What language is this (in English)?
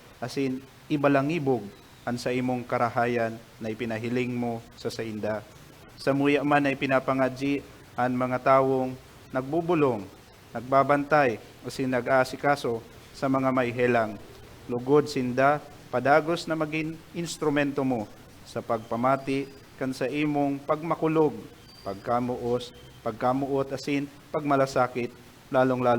Bikol